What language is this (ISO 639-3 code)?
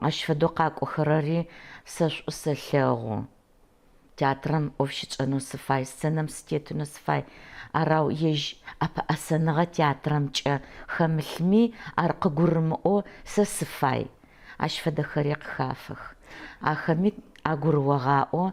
ady